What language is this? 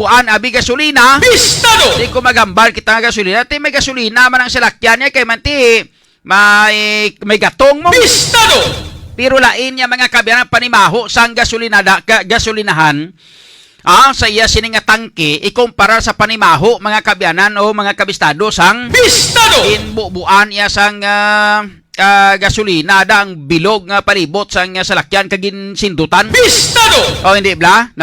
Hiligaynon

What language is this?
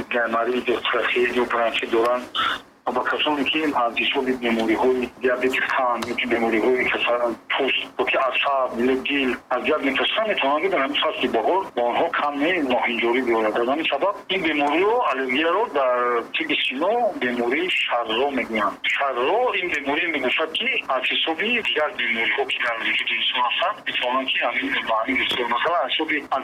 Tajik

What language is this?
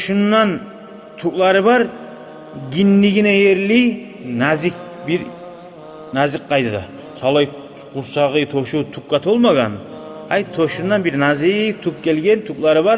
Kumyk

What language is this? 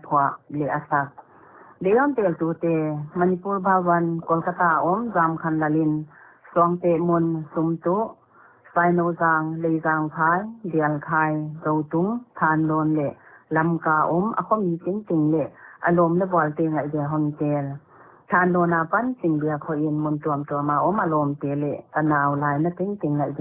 Paite Chin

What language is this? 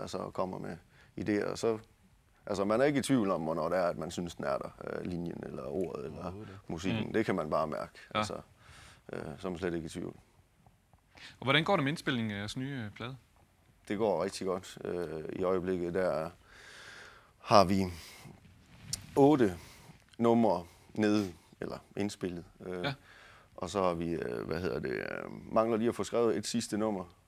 Danish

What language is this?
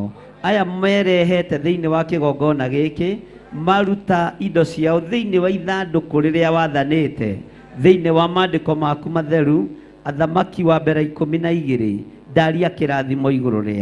Kikuyu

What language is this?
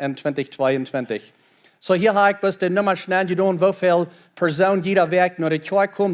Plautdietsch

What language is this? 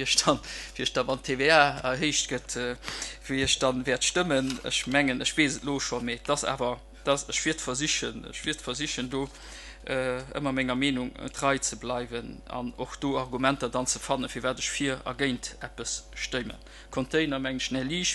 Luxembourgish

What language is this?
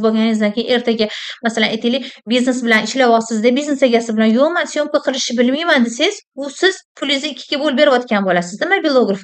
Uzbek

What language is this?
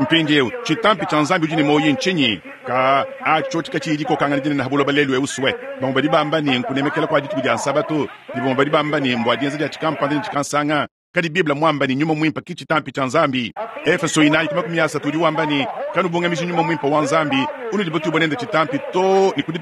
Luba-Lulua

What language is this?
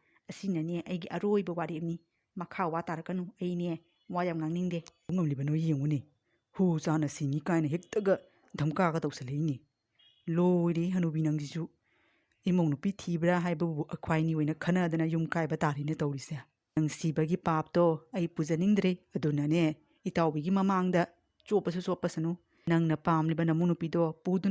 Manipuri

